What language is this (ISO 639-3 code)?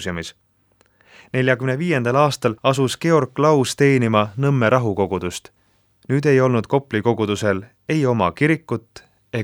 est